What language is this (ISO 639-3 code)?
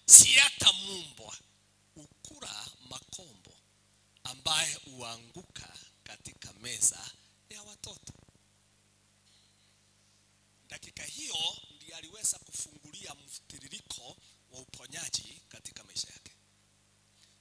swa